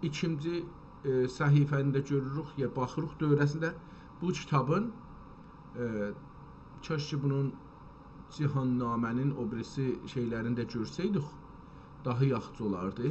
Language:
South Azerbaijani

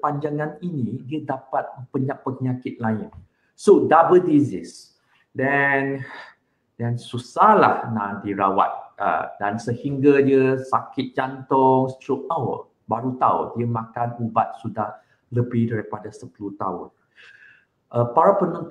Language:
Malay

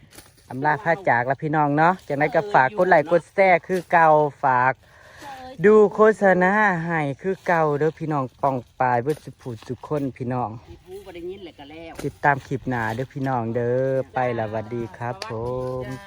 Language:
Northeastern Thai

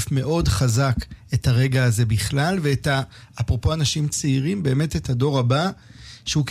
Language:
Hebrew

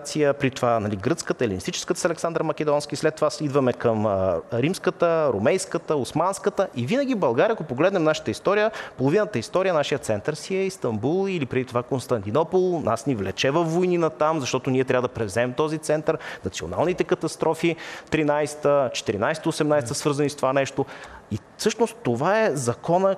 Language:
Bulgarian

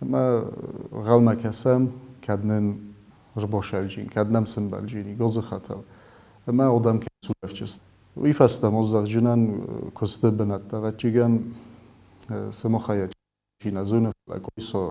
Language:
Ossetic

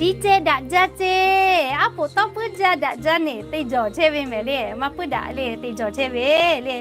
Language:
Lahu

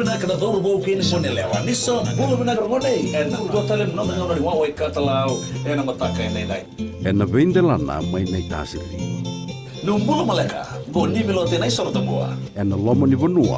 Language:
Fijian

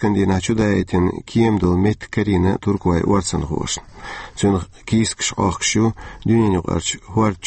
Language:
Chechen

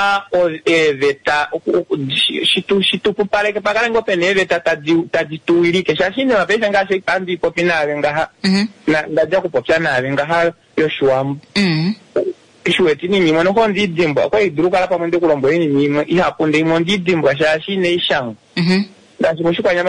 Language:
Kuanyama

